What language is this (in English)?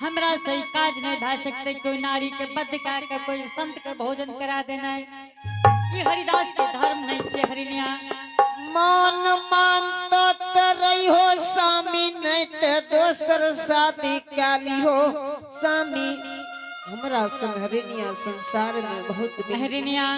Angika